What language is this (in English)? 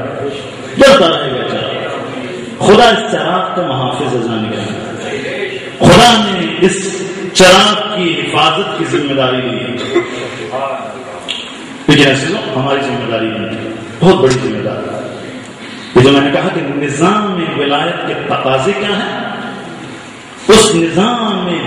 Urdu